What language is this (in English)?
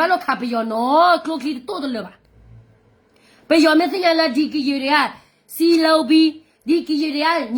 S'gaw Karen